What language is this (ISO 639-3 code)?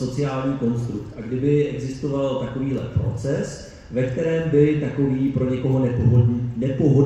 ces